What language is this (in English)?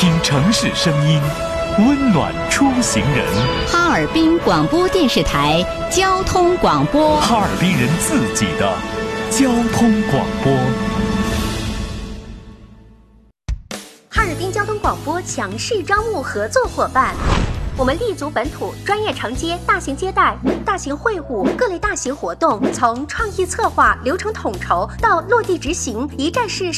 Chinese